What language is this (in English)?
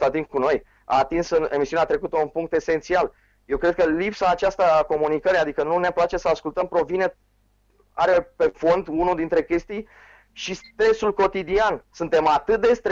Romanian